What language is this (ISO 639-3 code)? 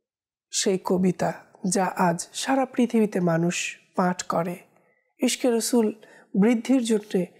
ben